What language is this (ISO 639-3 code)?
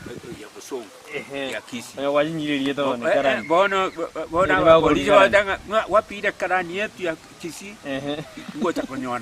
guz